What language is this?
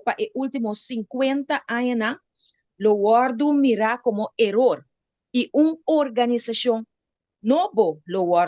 Papiamento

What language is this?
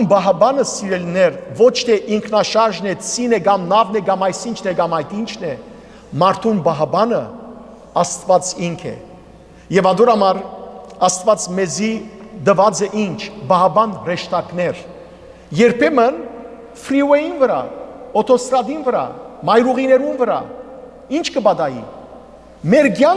Western Armenian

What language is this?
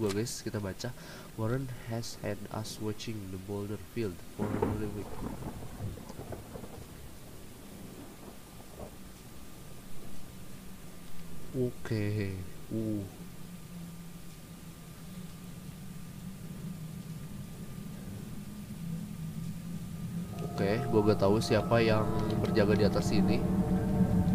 Indonesian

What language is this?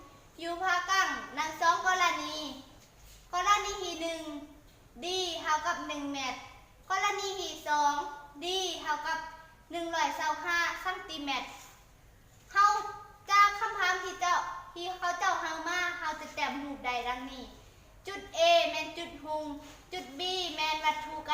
Lao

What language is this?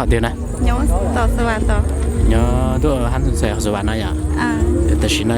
Hmong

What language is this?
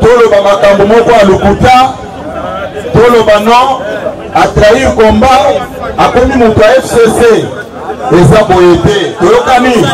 Lingala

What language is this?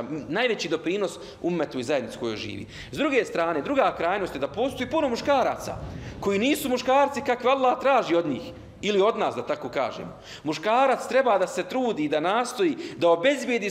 Bosnian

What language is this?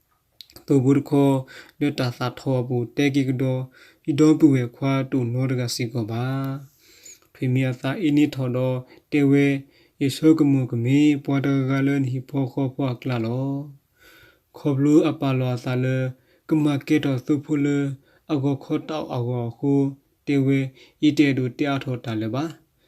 S'gaw Karen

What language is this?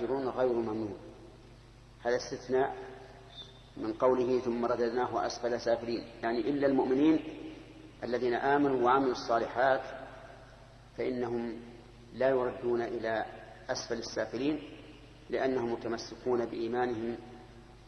Arabic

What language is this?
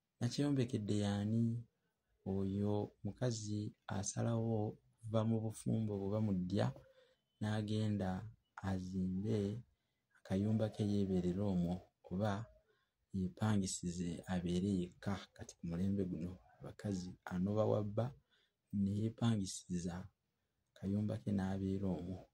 Ganda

